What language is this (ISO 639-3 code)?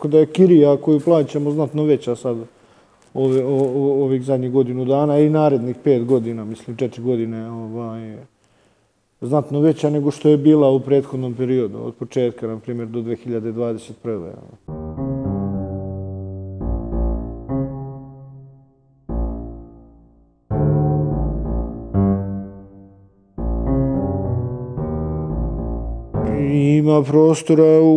bos